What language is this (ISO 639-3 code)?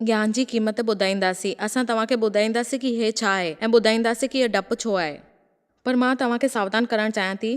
snd